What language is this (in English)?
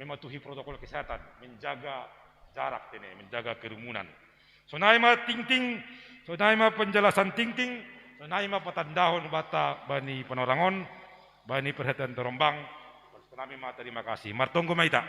Batak Simalungun